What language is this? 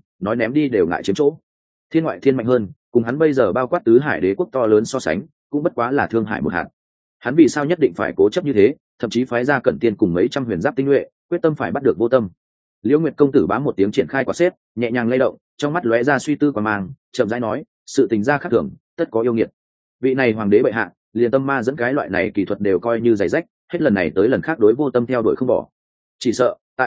Vietnamese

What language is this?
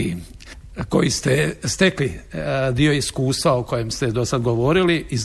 Croatian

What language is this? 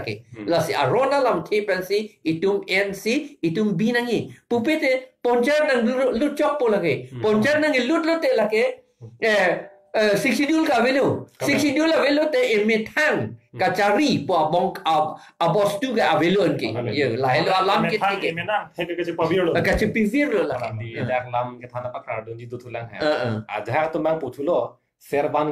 Karbi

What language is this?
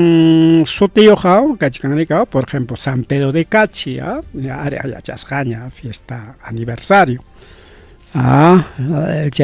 Ayacucho Quechua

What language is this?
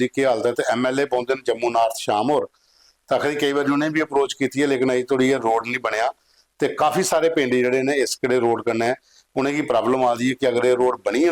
Dogri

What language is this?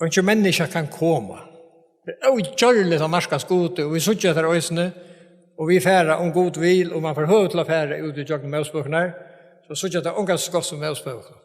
Faroese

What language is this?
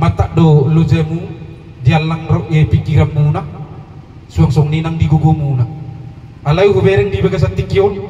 Batak Toba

